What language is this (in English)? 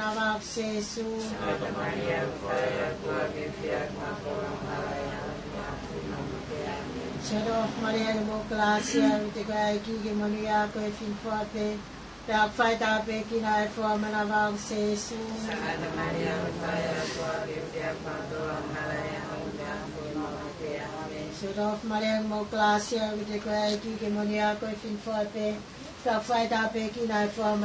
Tongan